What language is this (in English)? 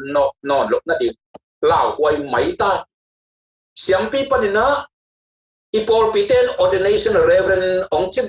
Tedim Chin